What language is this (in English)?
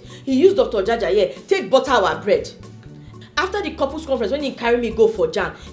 Nigerian Pidgin